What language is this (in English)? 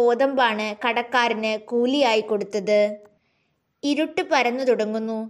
Malayalam